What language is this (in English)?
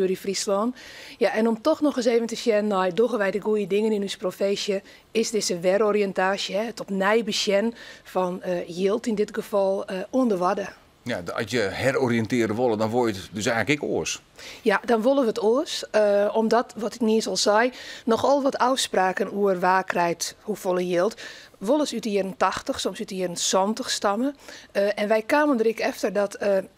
Western Frisian